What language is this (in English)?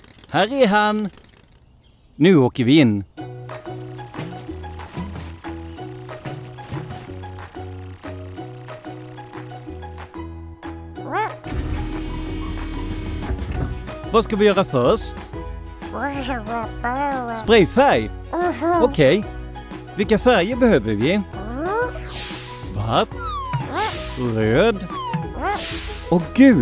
Swedish